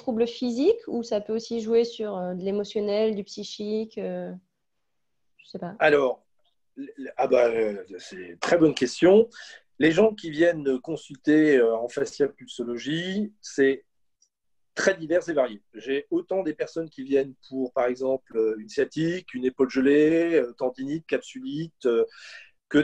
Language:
French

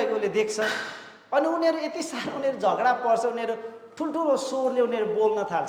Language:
Nepali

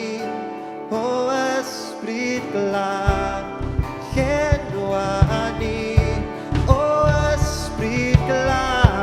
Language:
Welsh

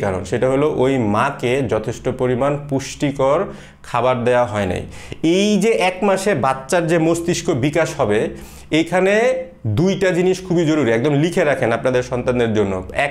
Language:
Bangla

